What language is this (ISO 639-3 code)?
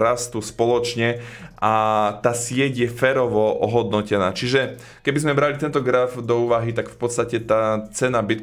slk